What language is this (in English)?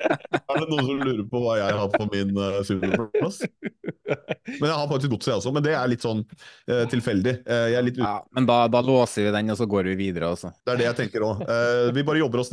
Norwegian